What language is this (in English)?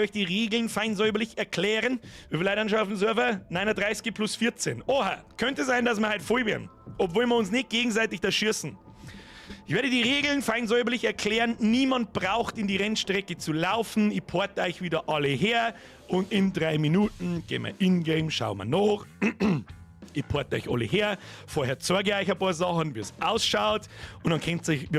Bavarian